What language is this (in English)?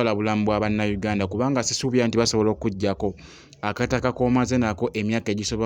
Ganda